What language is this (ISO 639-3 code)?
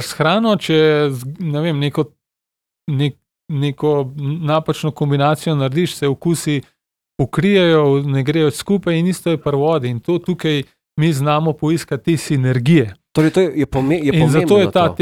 slv